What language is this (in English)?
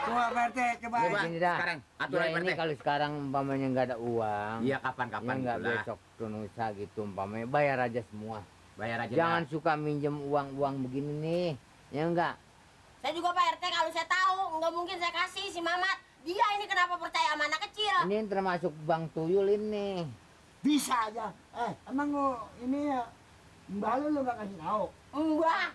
Betawi